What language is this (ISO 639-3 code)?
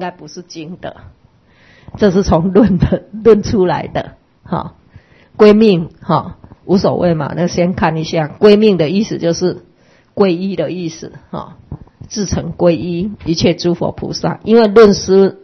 zho